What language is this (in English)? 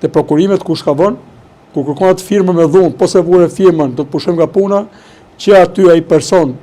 Albanian